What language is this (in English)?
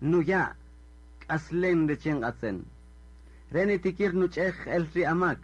Kaqchikel